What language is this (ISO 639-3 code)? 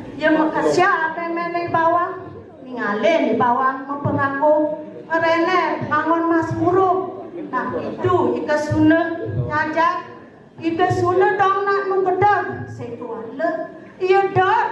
ban